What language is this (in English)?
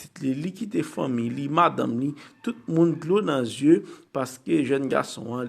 Haitian Creole